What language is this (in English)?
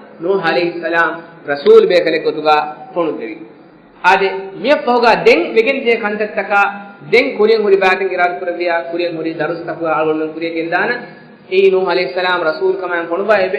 Divehi